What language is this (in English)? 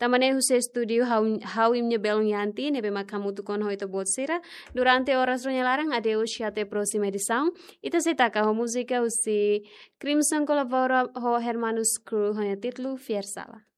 Tetum